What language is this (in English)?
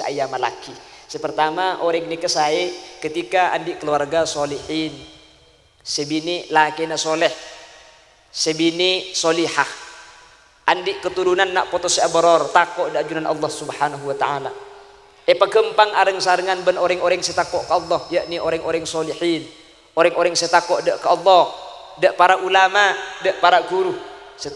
Madurese